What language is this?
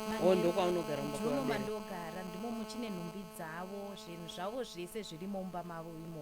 Shona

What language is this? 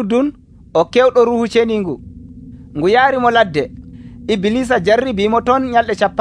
Nigerian Fulfulde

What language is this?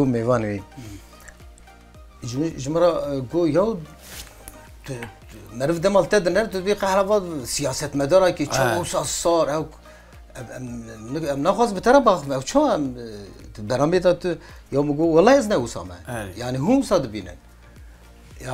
Kurdish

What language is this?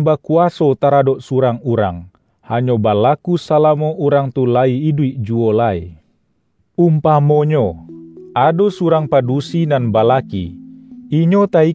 Minangkabau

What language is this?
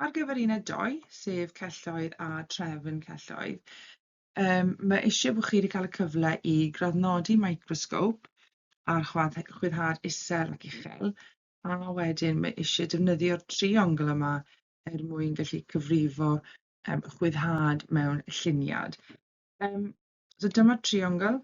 Welsh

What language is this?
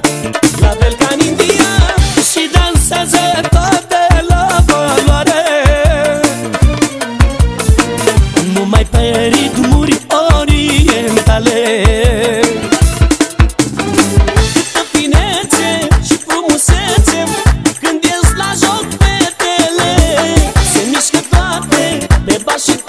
Romanian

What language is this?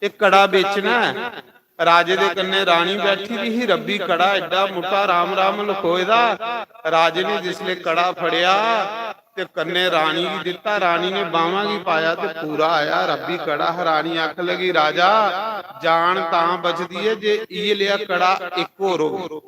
Dogri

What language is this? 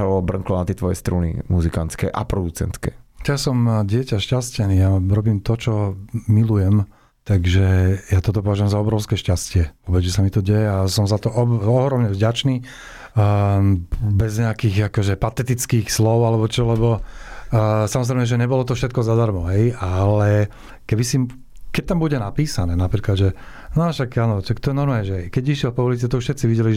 Slovak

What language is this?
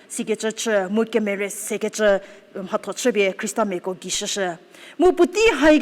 Angami Naga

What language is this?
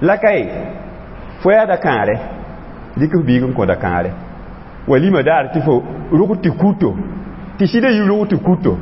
Mossi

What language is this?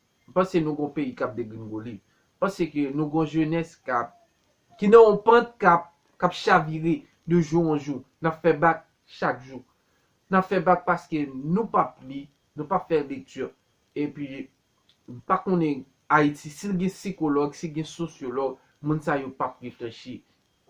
Haitian Creole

